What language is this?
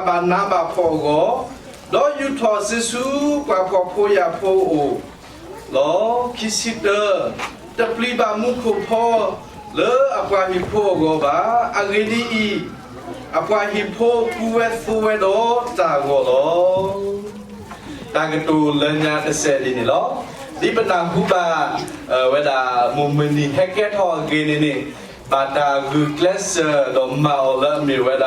S'gaw Karen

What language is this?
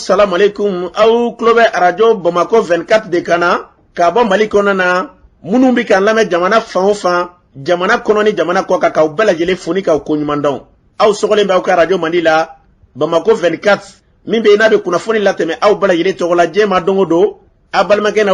Bambara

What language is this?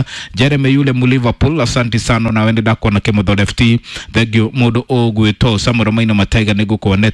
Kikuyu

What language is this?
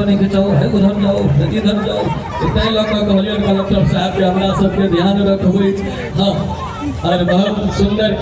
Maithili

